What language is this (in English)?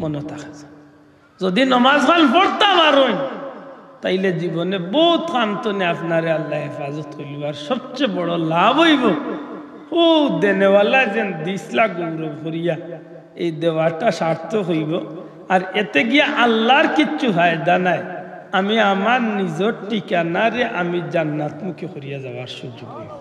Sylheti